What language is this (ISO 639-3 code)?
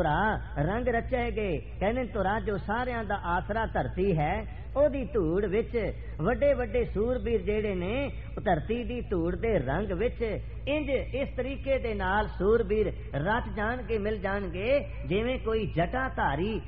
pan